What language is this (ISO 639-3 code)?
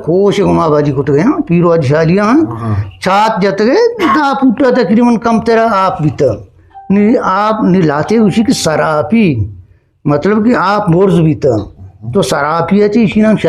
bgp